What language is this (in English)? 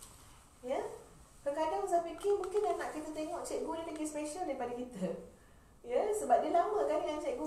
Malay